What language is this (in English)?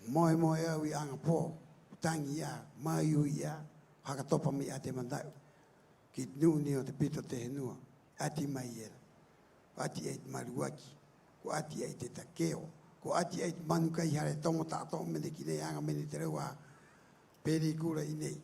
Rapanui